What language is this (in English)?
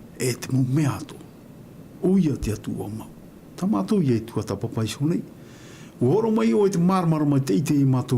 Tahitian